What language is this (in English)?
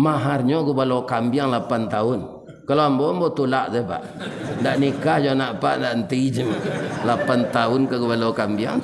Minangkabau